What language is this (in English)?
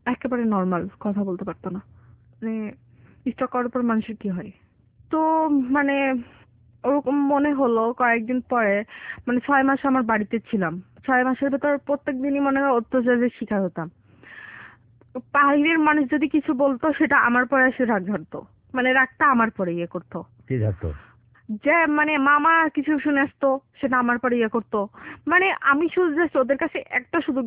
Bangla